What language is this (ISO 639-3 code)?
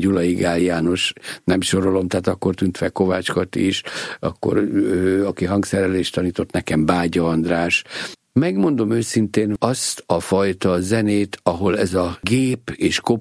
hun